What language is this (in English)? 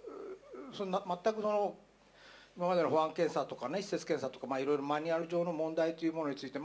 Japanese